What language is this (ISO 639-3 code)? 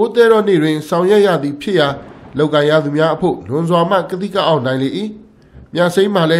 mya